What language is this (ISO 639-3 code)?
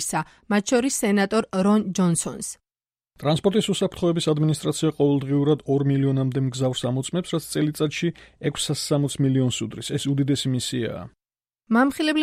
kat